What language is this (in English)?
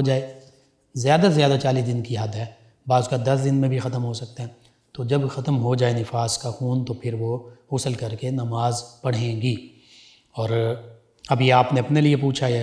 Urdu